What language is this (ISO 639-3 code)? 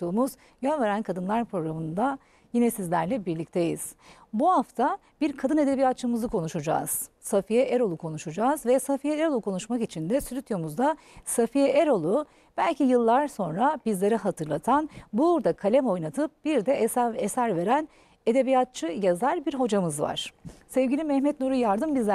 tur